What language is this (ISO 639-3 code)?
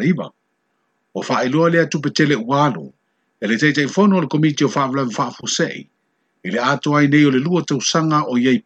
smo